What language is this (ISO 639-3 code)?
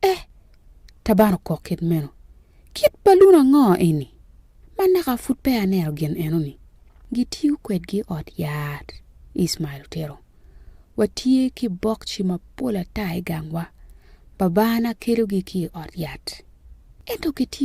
ach